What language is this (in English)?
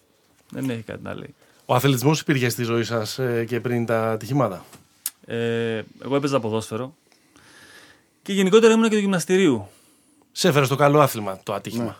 Greek